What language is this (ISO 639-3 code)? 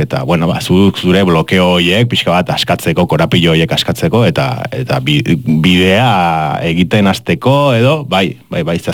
eus